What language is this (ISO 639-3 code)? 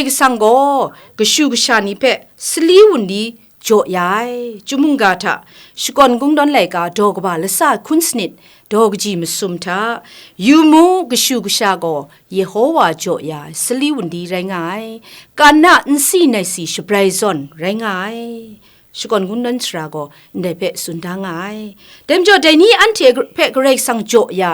kac